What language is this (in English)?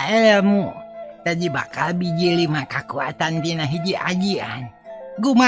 Sundanese